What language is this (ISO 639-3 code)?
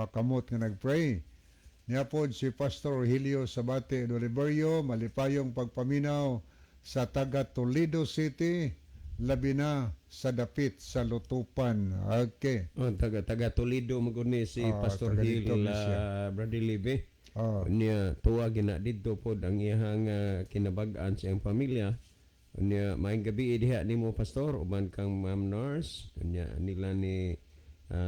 ceb